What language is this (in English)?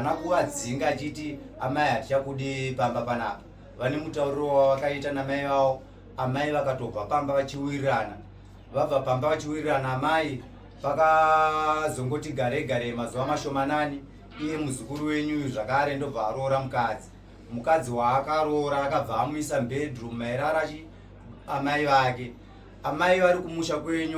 Shona